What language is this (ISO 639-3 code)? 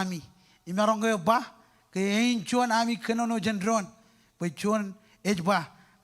mah